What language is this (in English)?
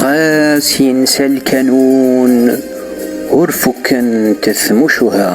Kabyle